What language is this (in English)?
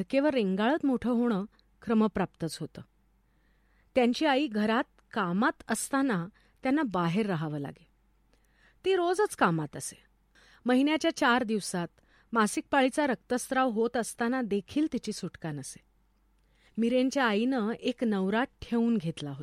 Marathi